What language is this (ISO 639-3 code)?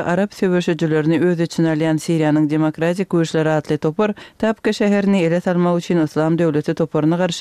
tuk